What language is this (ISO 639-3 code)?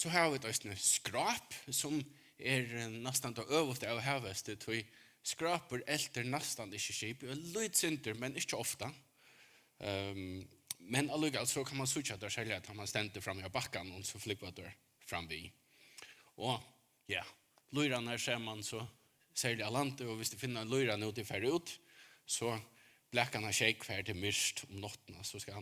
fao